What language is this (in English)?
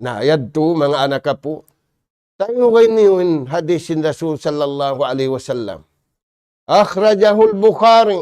Tausug